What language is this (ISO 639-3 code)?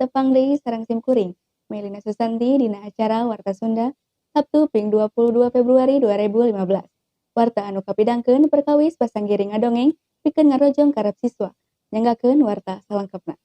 sun